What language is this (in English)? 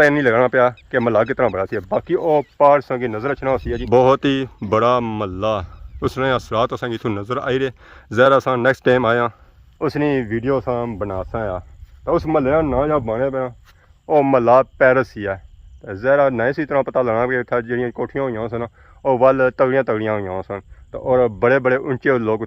Pahari-Potwari